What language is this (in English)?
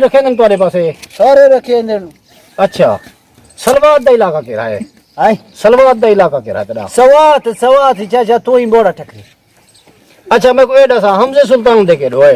Saraiki